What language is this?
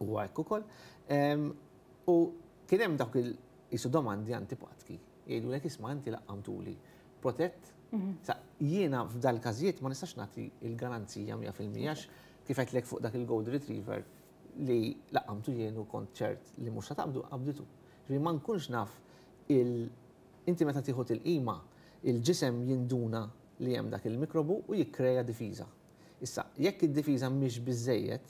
Maltese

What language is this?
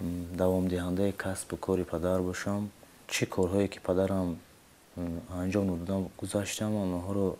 Tajik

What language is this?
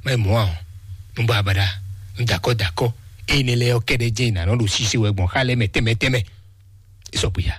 Fon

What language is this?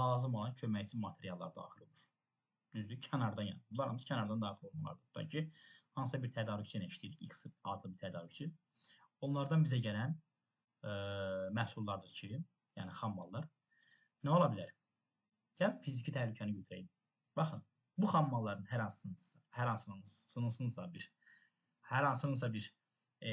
Azerbaijani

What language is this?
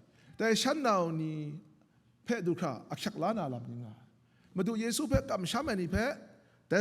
Kachin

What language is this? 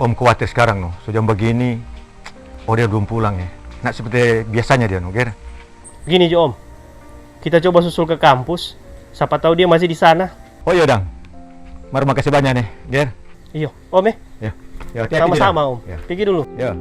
Manado Malay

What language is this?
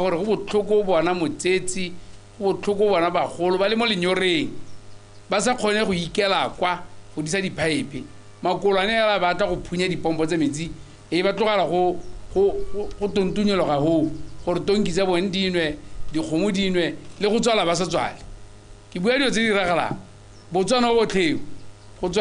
Tswana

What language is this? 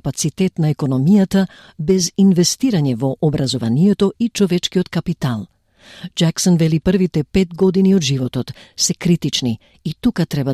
Macedonian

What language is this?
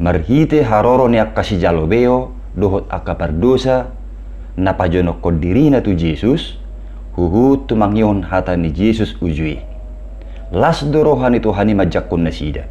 Batak Toba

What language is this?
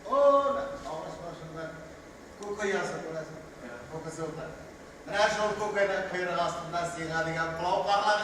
Tatar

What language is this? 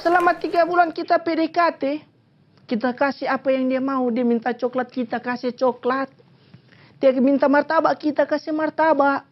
Manado Malay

